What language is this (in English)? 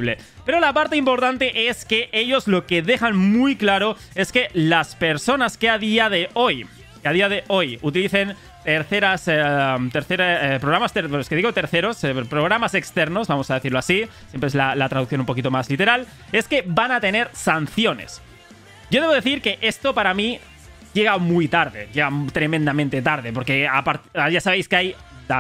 Spanish